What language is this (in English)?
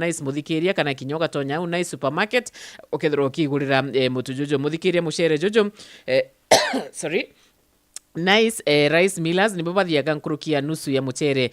Meru